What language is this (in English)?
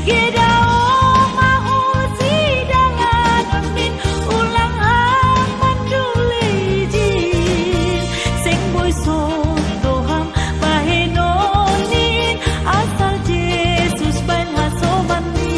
Batak Simalungun